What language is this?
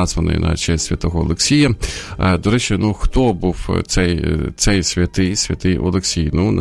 Ukrainian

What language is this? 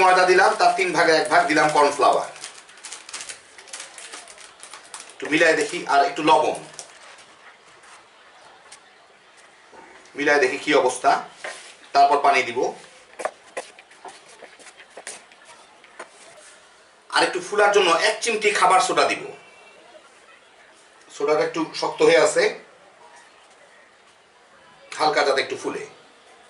Bangla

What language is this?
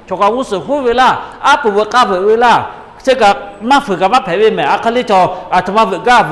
Lahu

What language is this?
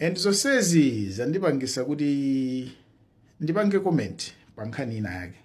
Nyanja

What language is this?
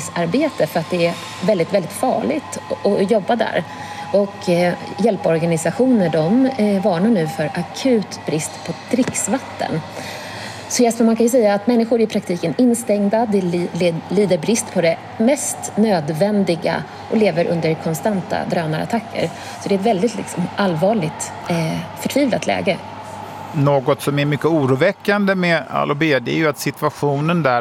Swedish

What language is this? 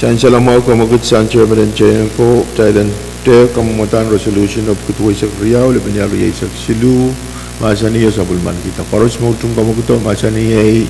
Pohnpeian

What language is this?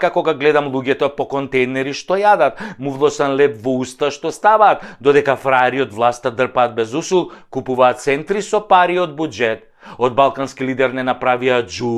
Macedonian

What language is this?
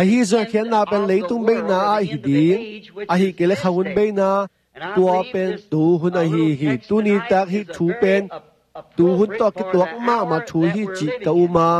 Tedim Chin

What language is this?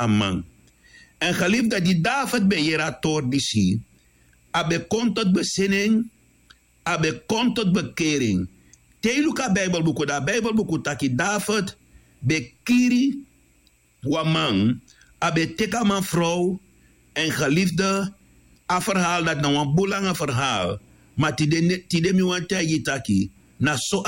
Sranan Tongo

